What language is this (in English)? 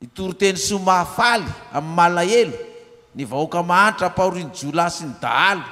Malagasy